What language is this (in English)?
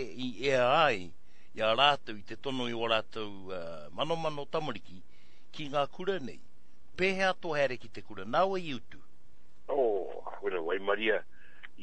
Māori